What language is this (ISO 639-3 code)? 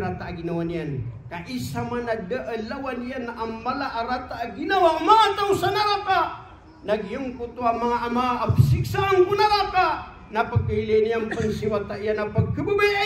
mrw